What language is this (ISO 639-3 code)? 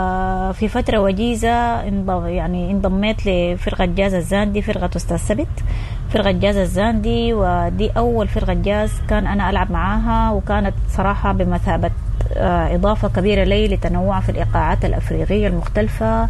apd